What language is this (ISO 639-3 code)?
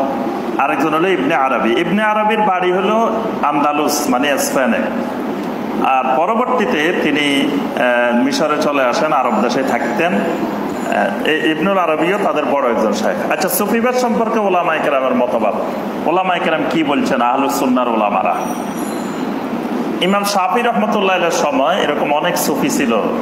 ben